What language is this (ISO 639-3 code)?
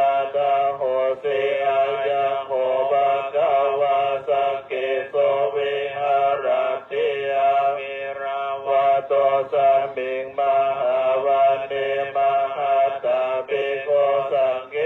pli